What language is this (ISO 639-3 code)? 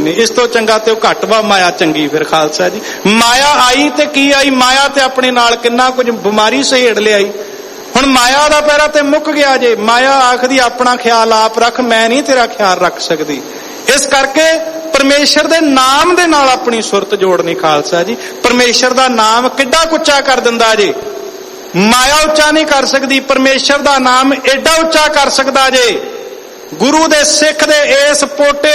pan